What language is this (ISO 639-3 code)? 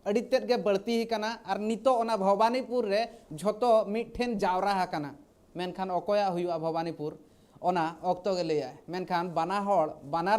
sat